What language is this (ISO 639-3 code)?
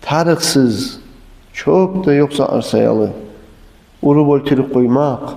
kum